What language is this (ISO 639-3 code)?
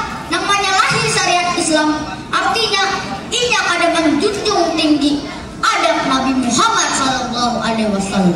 bjn